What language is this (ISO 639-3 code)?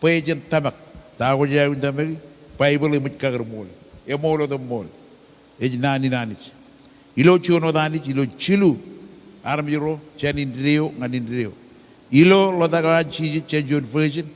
mah